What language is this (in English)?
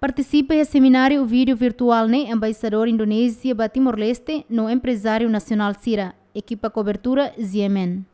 Tetum